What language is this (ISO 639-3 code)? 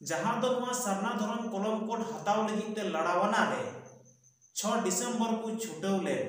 sat